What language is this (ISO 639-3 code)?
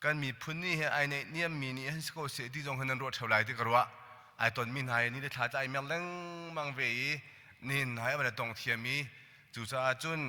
cnh